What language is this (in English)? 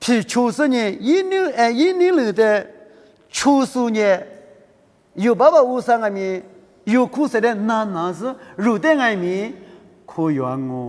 Lisu